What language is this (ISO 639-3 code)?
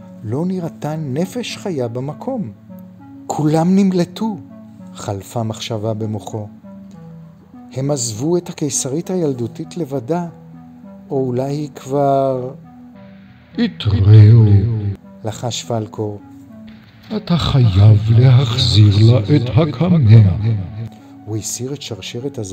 heb